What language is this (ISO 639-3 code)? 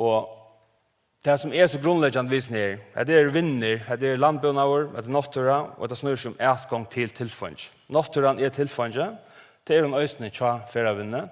fao